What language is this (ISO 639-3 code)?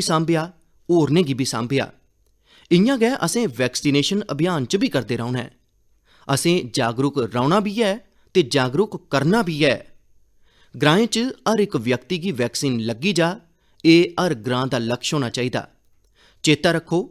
doi